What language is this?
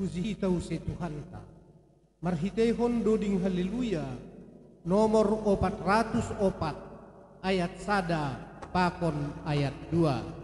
Batak Simalungun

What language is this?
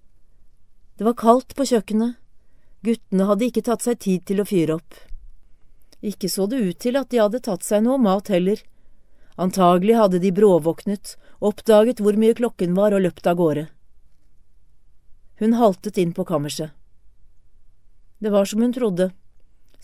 Norwegian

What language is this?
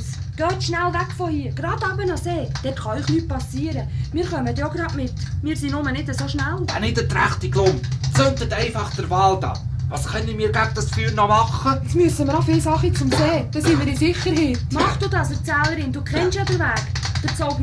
Swiss German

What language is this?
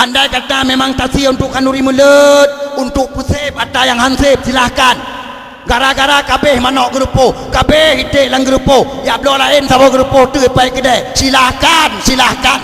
Achinese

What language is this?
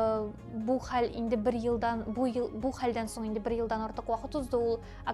Tatar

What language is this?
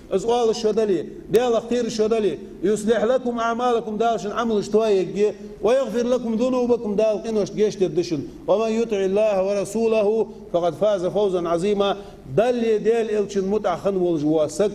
Ingush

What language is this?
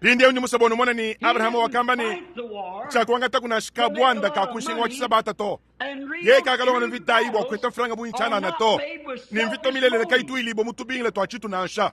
Luba-Lulua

